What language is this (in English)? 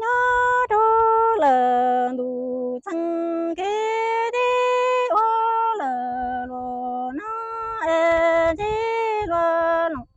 Hmong